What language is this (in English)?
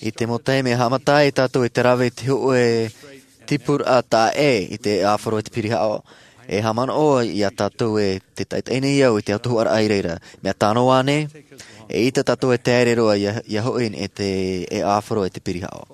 Tahitian